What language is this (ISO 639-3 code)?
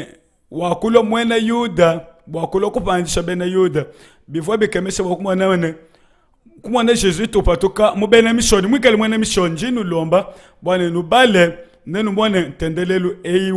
lua